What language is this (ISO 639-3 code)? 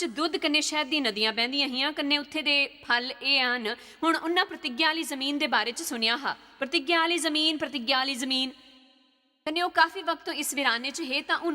doi